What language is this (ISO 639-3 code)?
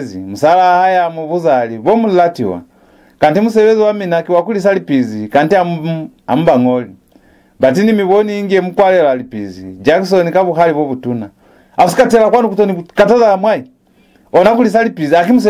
loz